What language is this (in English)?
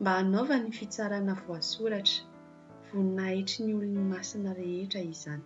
Malagasy